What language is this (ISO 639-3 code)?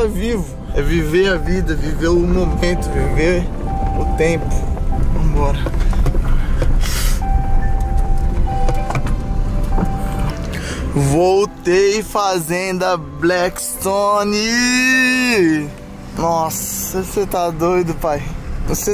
por